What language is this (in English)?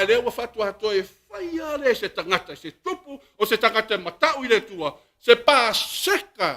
Samoan